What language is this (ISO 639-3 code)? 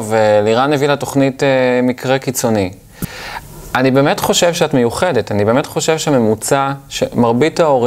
heb